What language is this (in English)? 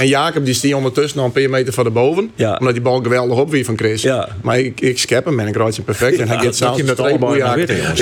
Western Frisian